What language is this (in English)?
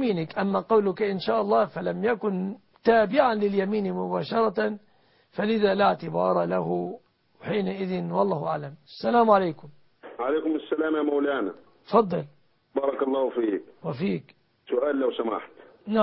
Arabic